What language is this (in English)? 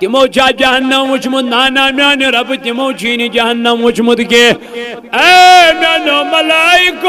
Kashmiri